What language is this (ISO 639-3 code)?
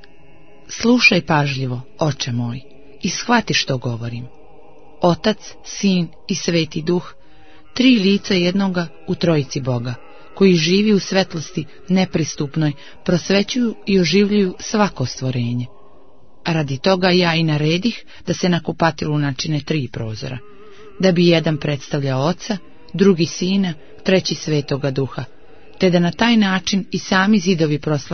srp